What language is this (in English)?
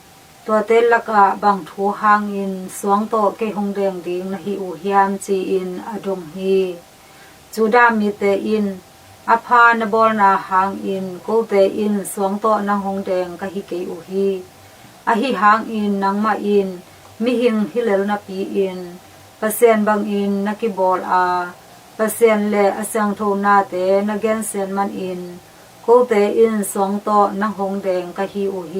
Tedim Chin